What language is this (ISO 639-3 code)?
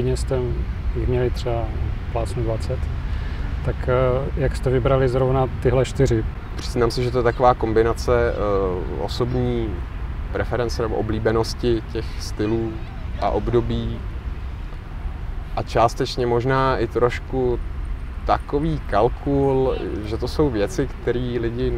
ces